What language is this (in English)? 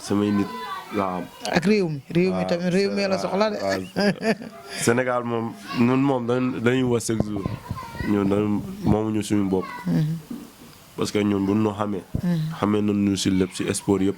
Wolof